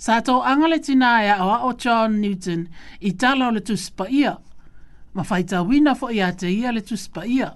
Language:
Samoan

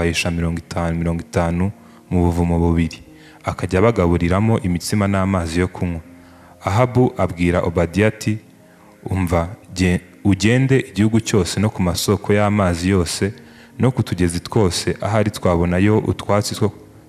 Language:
Kinyarwanda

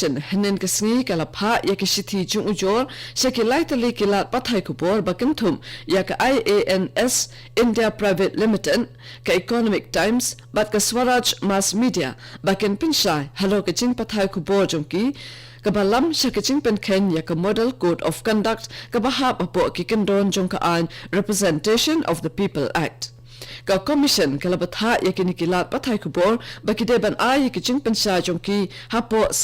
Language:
Khasi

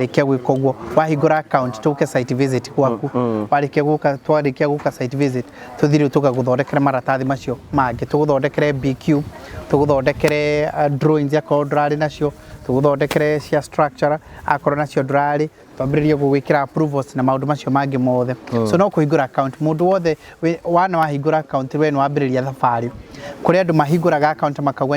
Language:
Kikuyu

